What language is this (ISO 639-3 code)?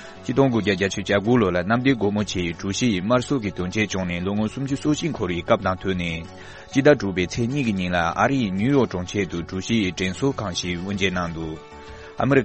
bod